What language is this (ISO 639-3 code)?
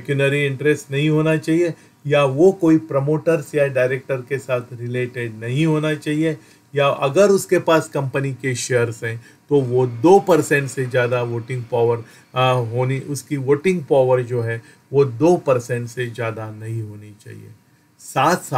hin